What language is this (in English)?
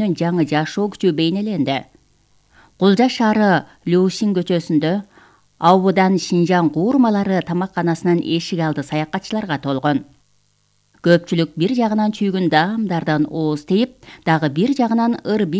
Kyrgyz